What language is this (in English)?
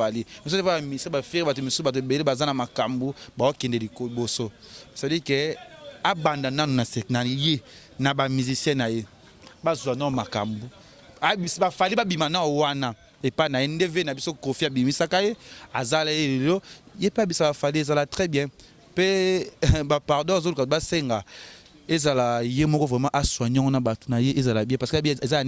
Lingala